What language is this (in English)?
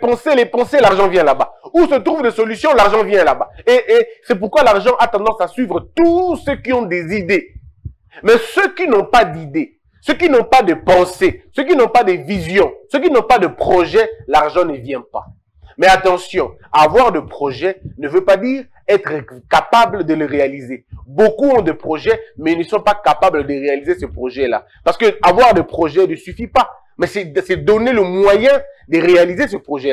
French